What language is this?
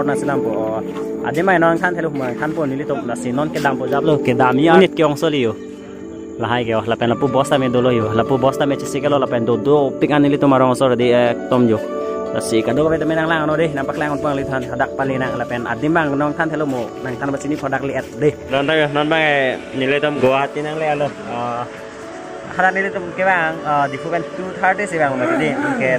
Karbi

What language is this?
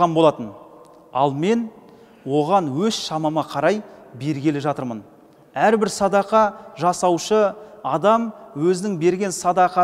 Kazakh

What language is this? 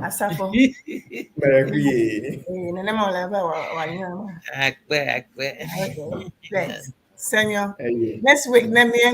Ewe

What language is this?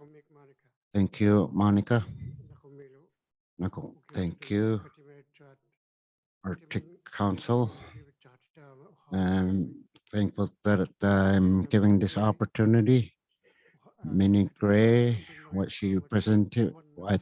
Inuktitut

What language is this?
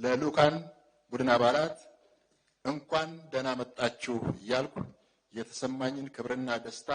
Amharic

